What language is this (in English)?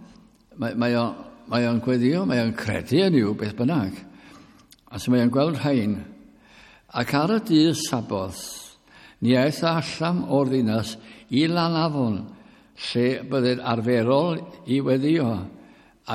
Welsh